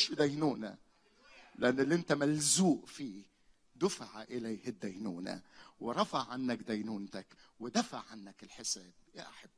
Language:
Egyptian Arabic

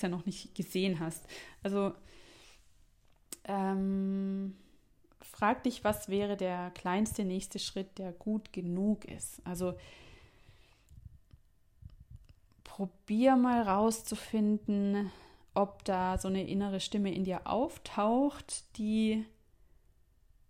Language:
German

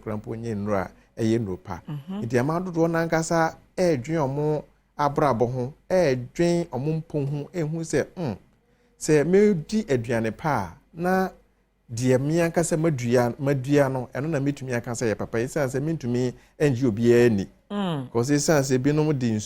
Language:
Akan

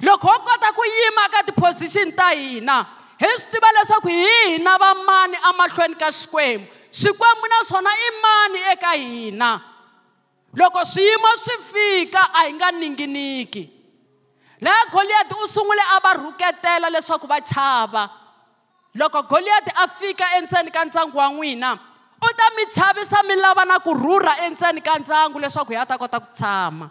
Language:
Tsonga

